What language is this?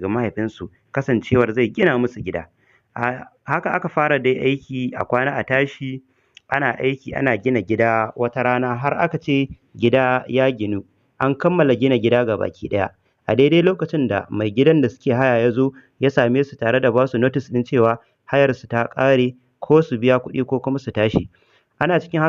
Hausa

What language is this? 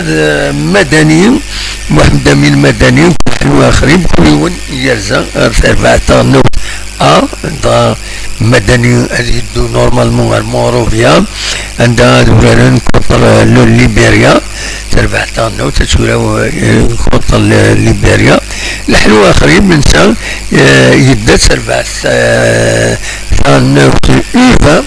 Kabyle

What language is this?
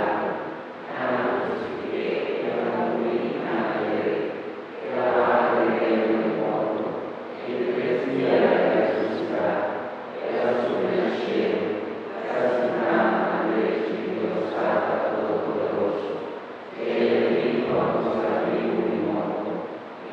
Papiamento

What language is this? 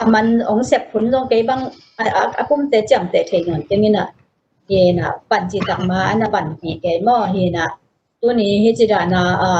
Tedim Chin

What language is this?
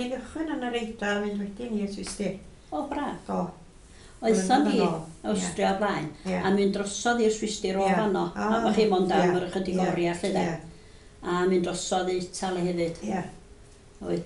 Welsh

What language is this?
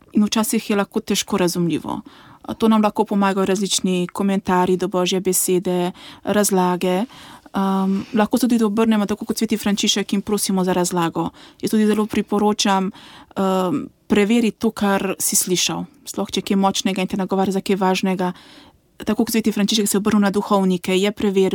Slovenian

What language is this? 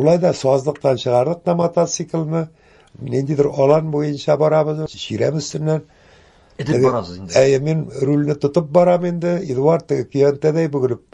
Tatar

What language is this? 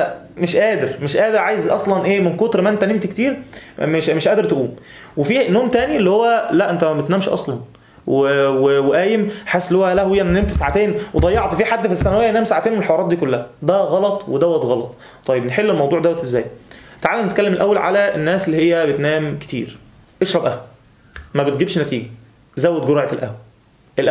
Egyptian Arabic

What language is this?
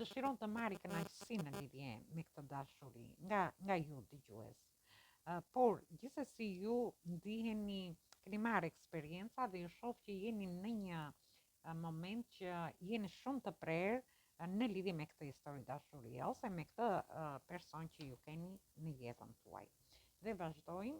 Albanian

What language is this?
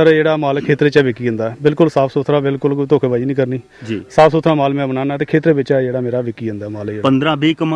Dogri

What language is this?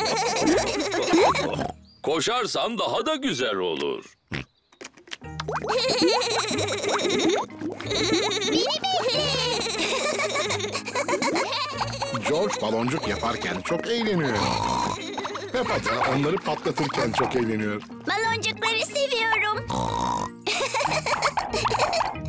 Turkish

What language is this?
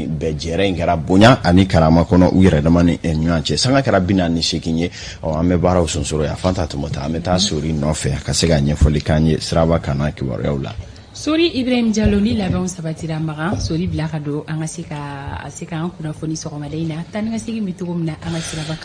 Bambara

